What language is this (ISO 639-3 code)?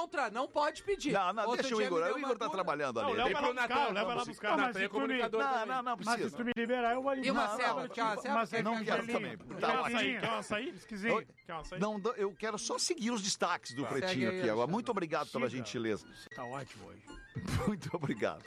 por